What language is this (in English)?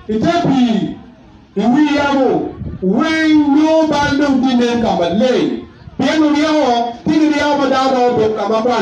Acoli